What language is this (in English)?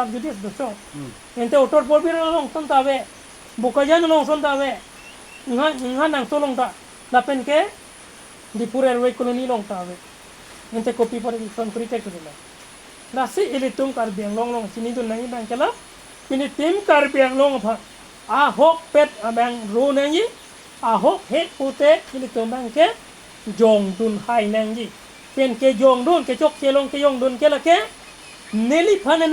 Karbi